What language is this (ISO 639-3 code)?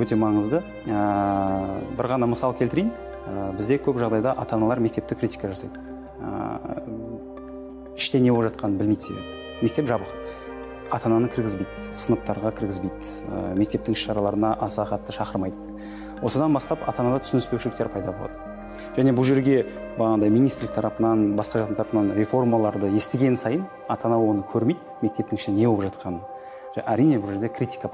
kaz